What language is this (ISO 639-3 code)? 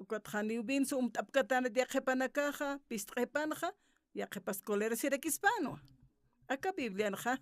aym